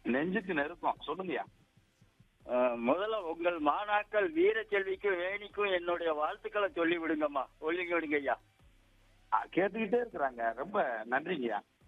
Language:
Tamil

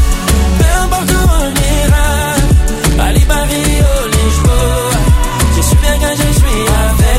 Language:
French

